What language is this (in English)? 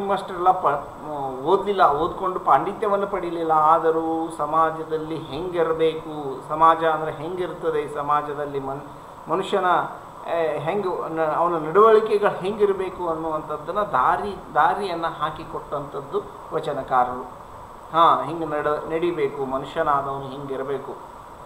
Kannada